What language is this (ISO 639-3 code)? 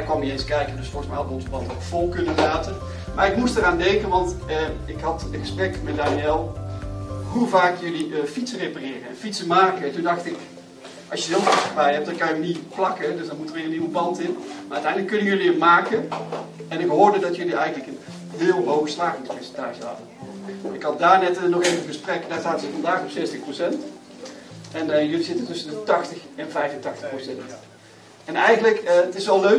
nld